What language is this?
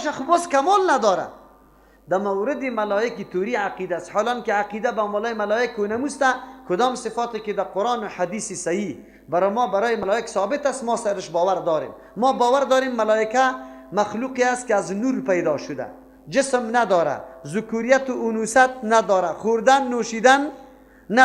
Persian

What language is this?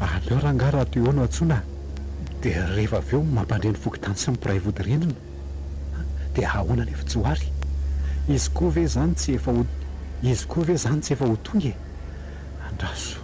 Malagasy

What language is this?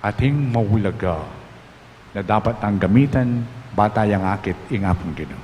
Pampanga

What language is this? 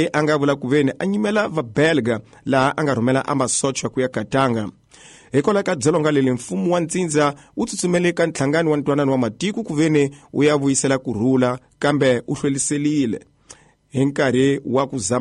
Tsonga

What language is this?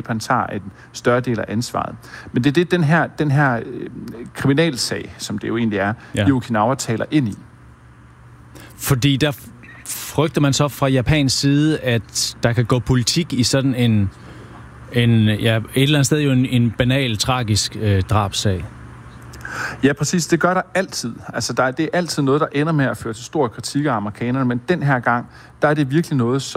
Danish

